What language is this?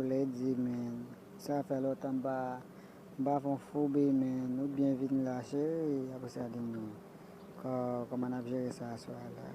Haitian Creole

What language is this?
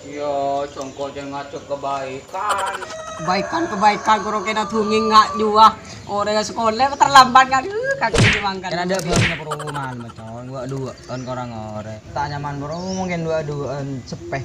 Madurese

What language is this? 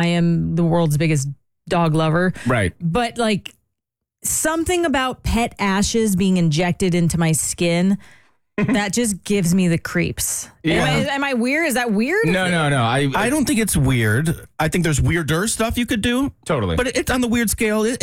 English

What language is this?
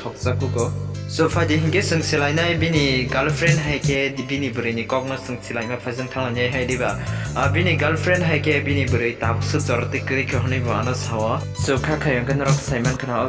Kok Borok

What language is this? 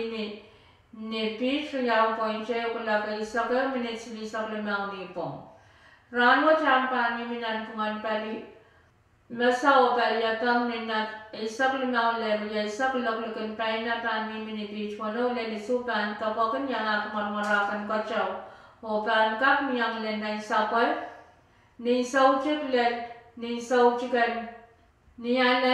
Pohnpeian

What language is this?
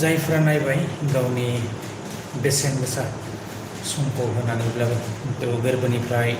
Bodo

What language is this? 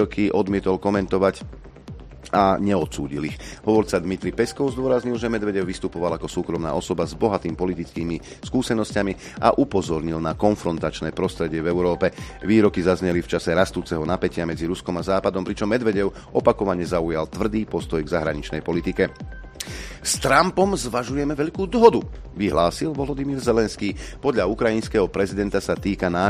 Slovak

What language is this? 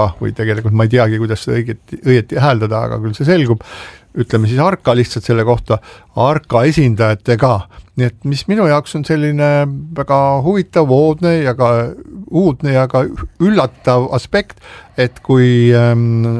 Estonian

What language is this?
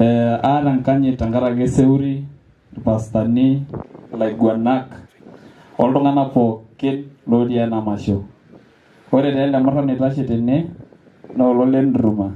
Masai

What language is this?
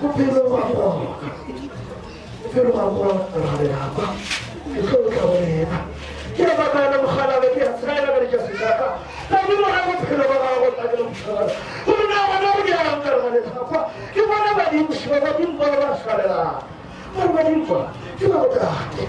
Northern Sotho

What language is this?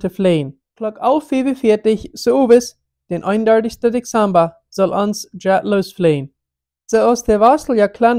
Plautdietsch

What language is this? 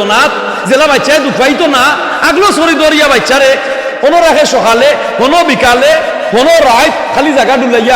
Sylheti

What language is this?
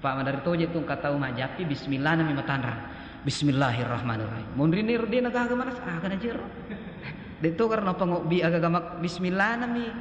Buginese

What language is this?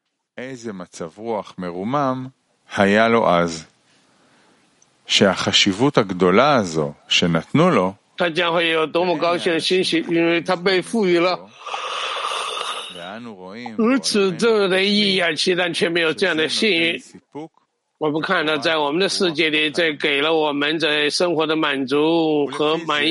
Chinese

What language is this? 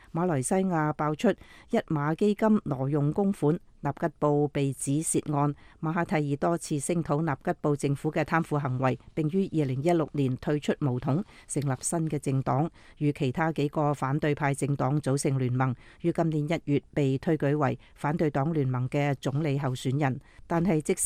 Cantonese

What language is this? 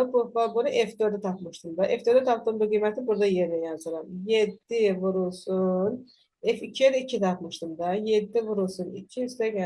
Azerbaijani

